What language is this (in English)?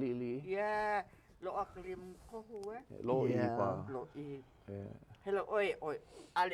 Hawaiian